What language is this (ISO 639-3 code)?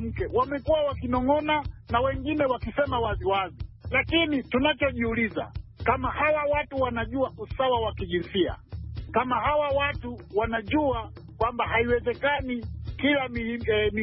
swa